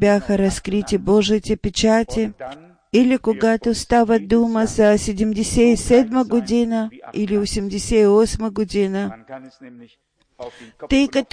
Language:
Bulgarian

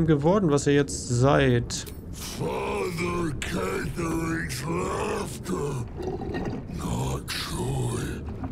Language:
German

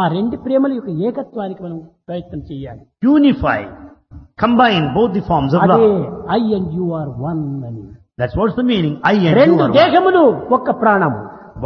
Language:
Telugu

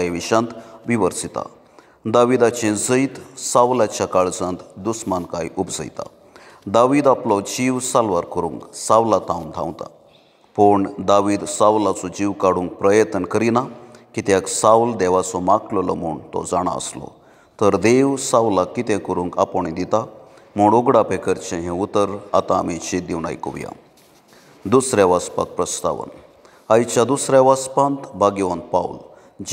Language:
Konkani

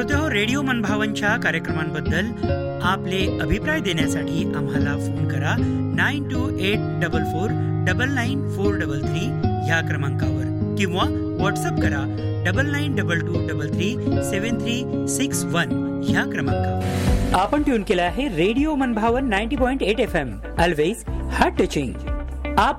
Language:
Marathi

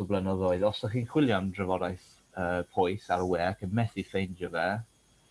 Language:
Welsh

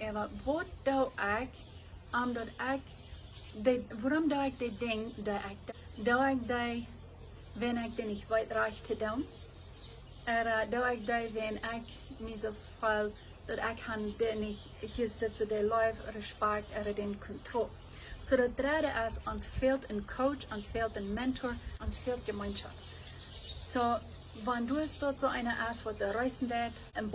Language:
Plautdietsch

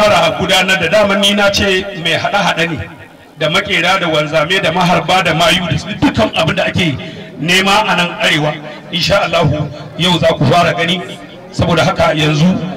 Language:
Hausa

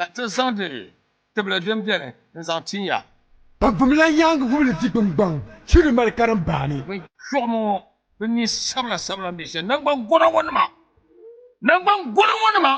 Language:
Dagbani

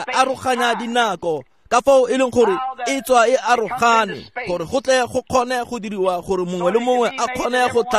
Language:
Tswana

